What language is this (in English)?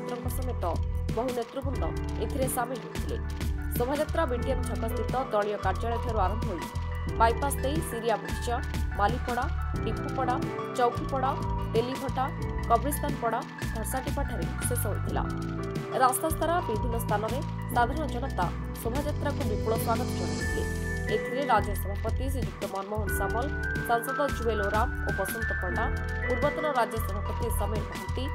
Odia